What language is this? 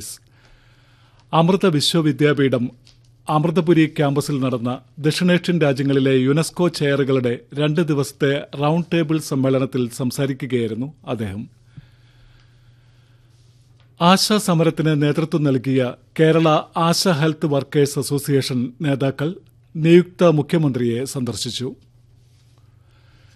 Malayalam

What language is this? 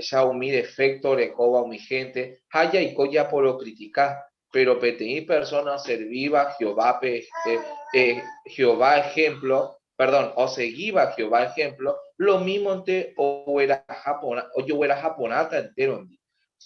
Guarani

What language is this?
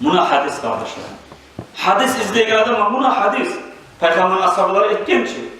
Kumyk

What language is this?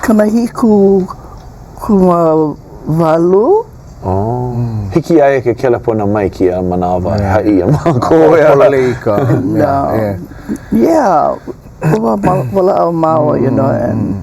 Hawaiian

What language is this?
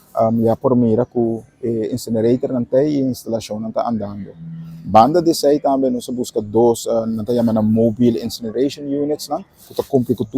Papiamento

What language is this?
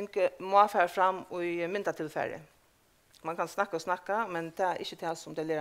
Faroese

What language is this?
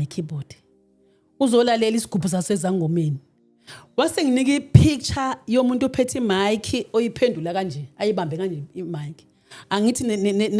Zulu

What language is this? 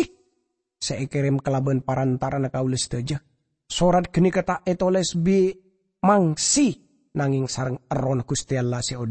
Madurese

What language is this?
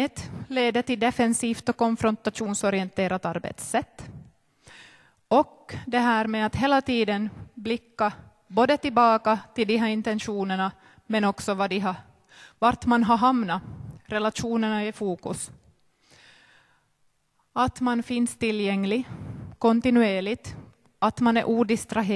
Swedish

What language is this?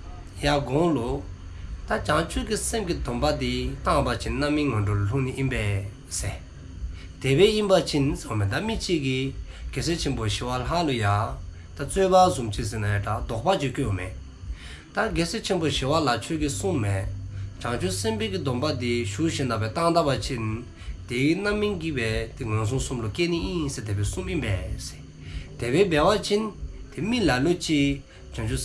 Dzongkha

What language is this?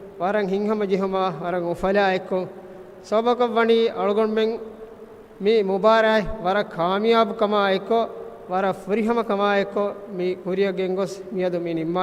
Divehi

